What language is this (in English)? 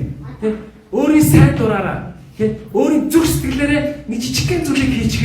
Mongolian